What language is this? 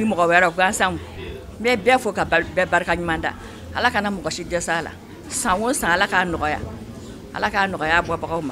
Bambara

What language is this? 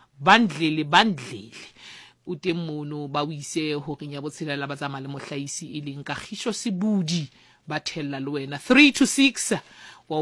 Southern Sotho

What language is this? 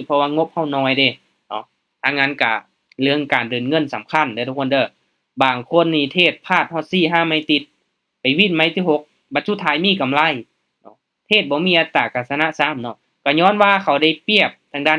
Lao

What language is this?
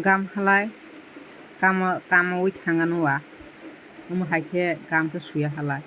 Kok Borok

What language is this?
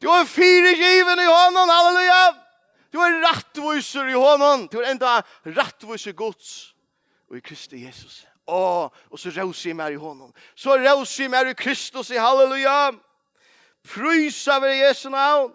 Faroese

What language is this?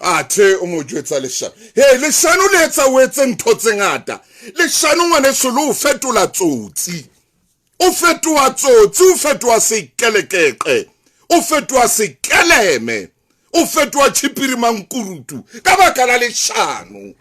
Southern Sotho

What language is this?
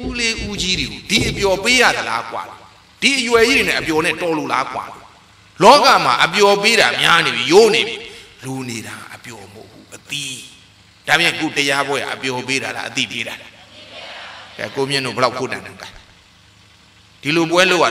Burmese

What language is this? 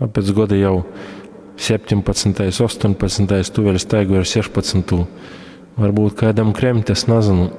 Latgalian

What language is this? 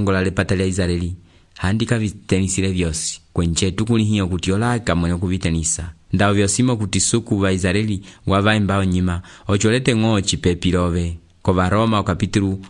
Umbundu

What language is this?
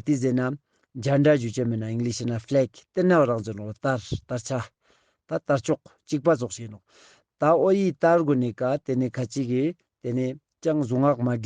Ladakhi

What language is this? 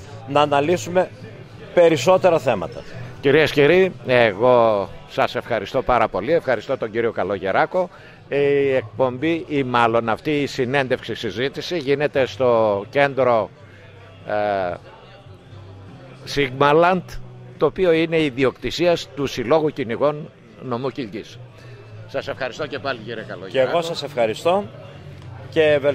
Greek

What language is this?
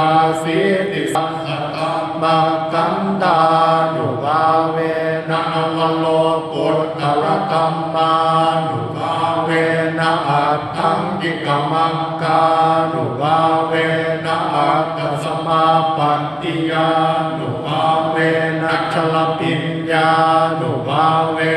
Pali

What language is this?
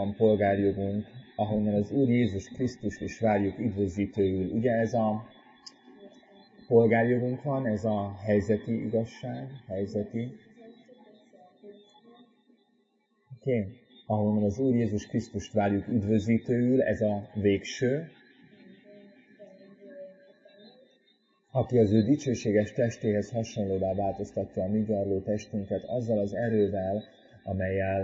Hungarian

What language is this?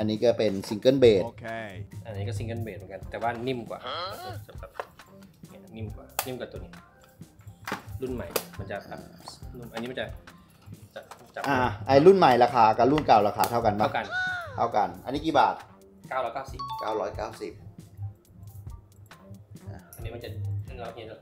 Thai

